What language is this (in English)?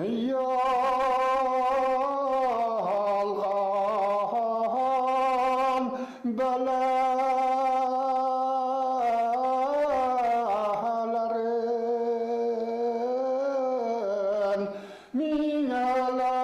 Bashkir